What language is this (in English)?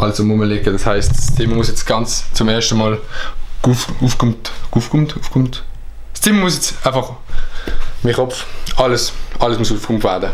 Swiss German